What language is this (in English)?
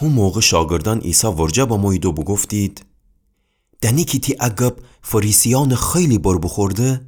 Gilaki